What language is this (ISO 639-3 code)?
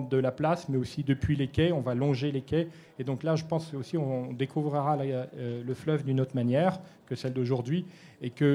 fra